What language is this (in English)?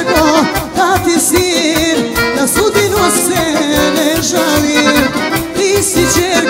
Serbian